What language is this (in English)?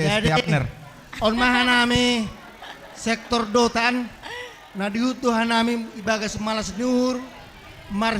Batak Simalungun